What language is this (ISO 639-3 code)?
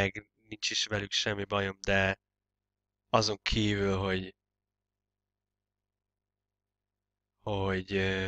hun